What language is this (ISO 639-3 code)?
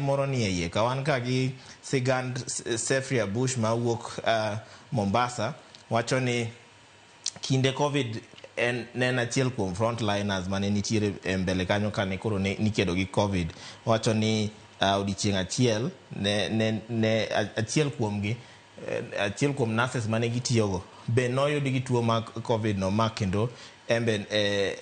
luo